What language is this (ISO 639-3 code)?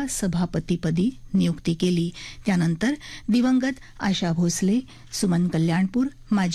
mar